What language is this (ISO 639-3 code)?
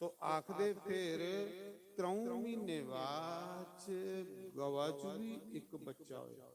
doi